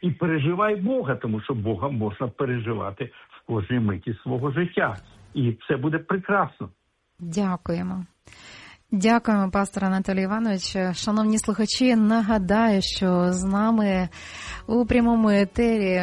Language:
Ukrainian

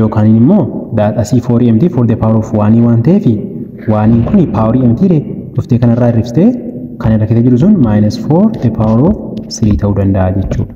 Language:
Oromo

